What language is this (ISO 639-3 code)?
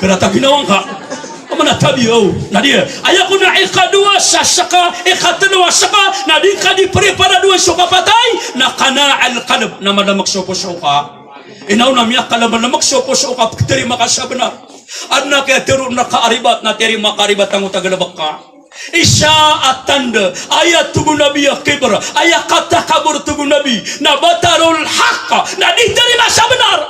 mrw